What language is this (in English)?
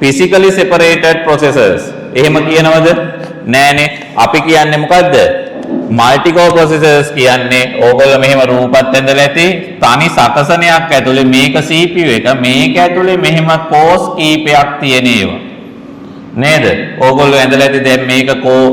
Sinhala